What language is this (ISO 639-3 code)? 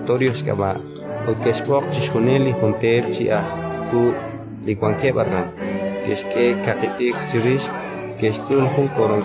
kek